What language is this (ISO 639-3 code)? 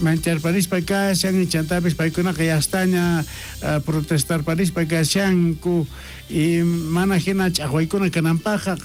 quh